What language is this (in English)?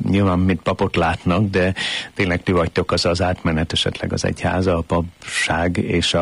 Hungarian